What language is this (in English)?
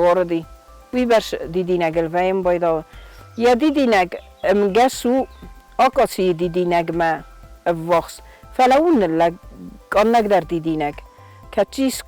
Ossetic